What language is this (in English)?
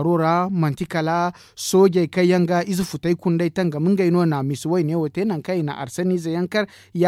Zarma